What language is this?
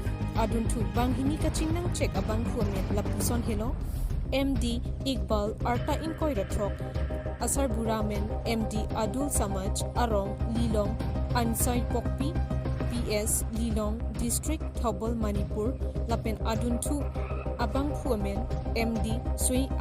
Karbi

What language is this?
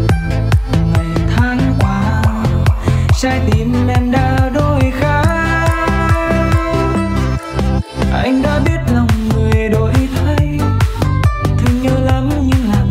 Vietnamese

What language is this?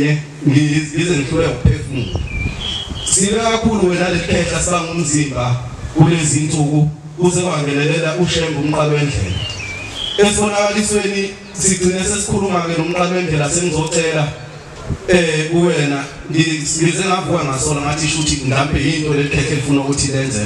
Zulu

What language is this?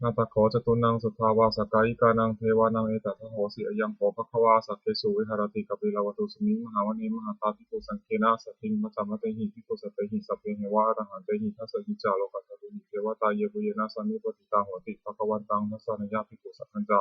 Pali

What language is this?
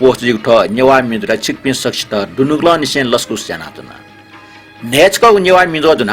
Newari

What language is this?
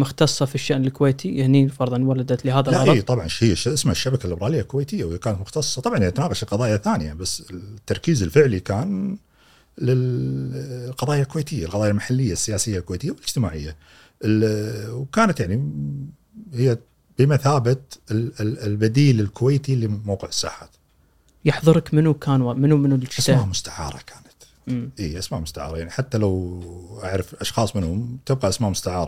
Gulf Arabic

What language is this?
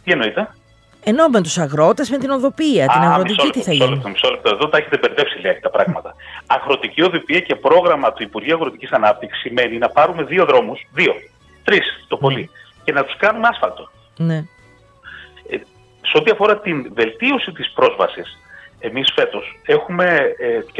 Greek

